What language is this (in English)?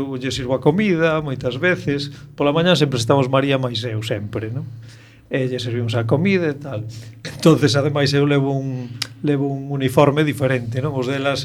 Galician